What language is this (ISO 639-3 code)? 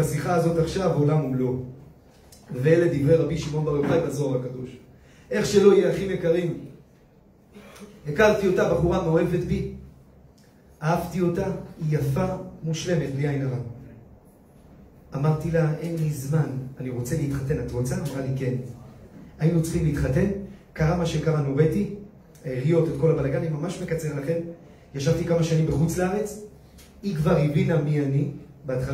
heb